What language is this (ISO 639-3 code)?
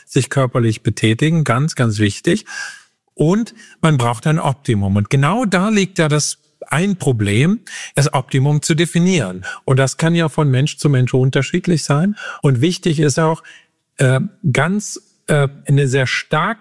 deu